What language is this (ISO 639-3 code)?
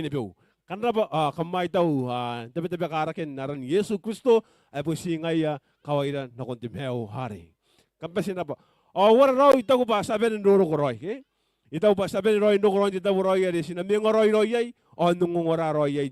gil